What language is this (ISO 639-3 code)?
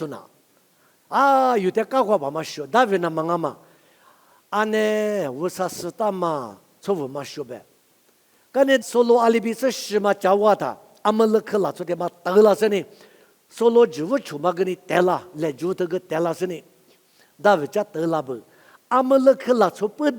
lis